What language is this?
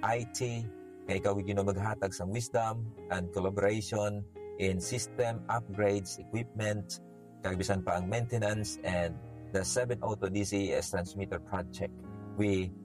Hiligaynon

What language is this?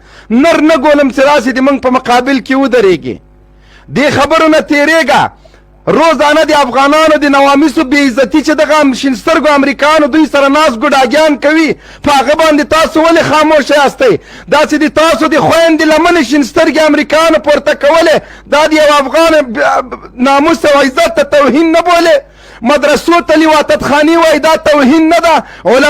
Pashto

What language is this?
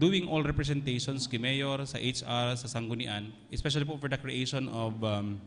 Bikol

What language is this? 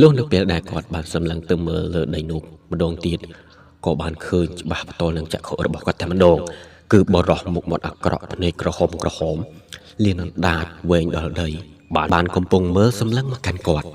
Khmer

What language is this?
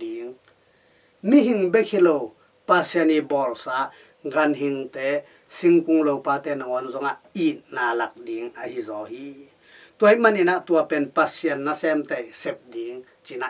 Tedim Chin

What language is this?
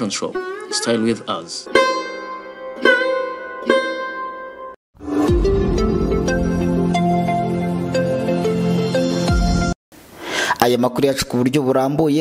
Kinyarwanda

